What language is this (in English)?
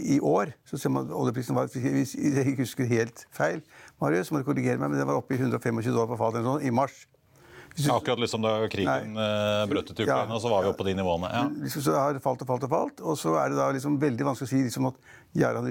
Norwegian